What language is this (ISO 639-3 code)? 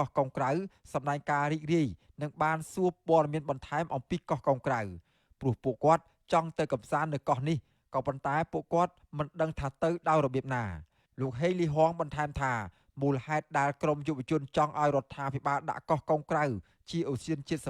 khm